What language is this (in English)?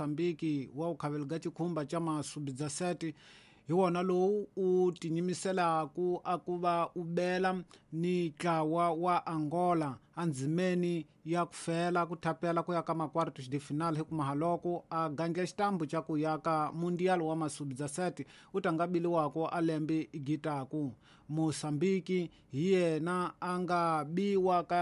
Tsonga